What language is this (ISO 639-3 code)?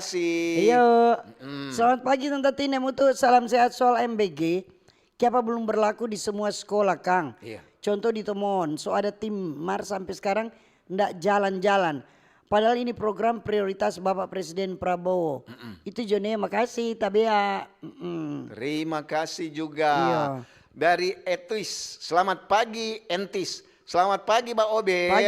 xmm